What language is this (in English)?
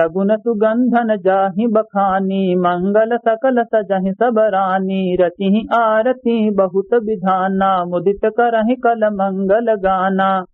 Awadhi